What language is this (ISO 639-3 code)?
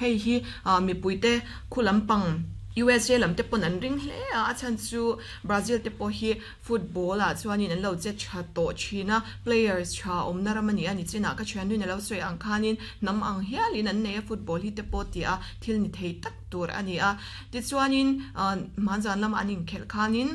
lus